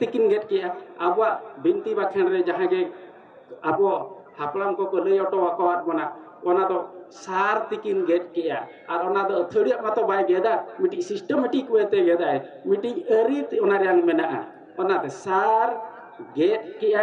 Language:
Santali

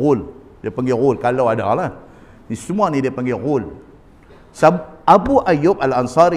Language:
Malay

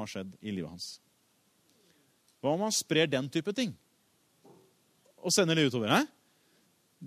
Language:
Norwegian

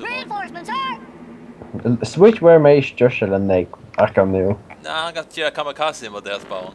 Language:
Faroese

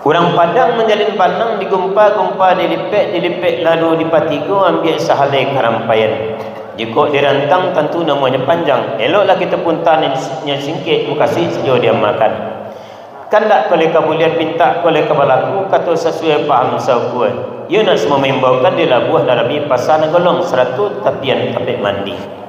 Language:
Minangkabau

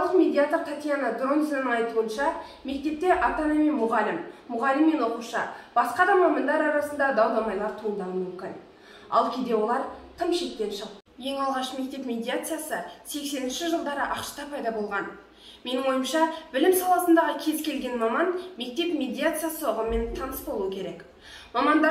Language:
Kazakh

